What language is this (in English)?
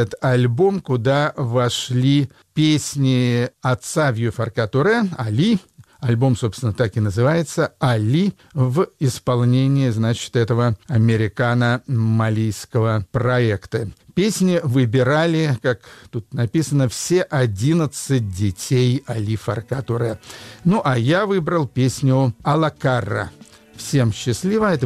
Russian